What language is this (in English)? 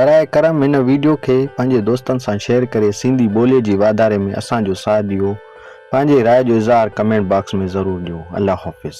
Sindhi